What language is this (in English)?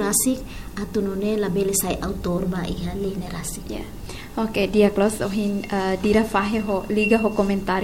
Tetum